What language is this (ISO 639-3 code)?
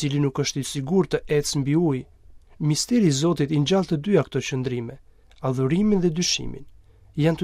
sqi